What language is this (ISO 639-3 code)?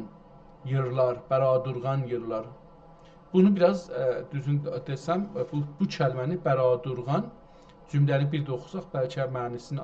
azb